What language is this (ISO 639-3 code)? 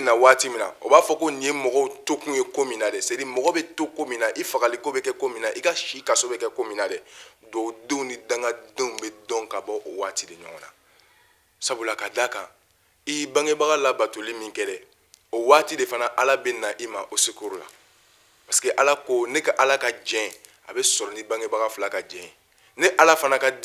bam